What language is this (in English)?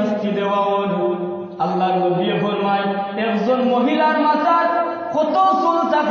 Sylheti